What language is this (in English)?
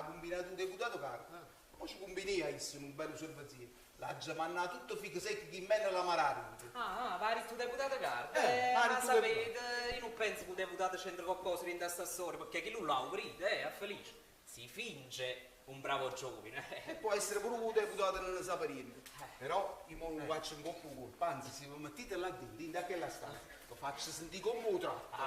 Neapolitan